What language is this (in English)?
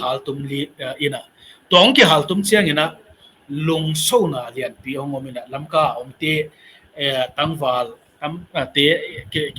Tedim Chin